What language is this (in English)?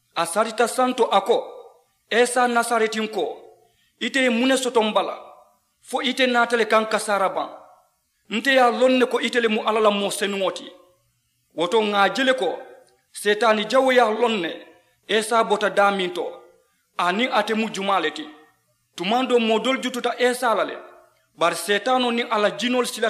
Mandingo